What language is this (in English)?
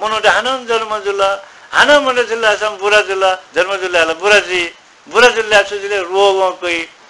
Newari